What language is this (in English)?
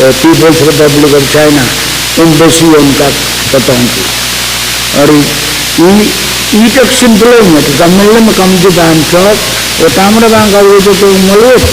Pohnpeian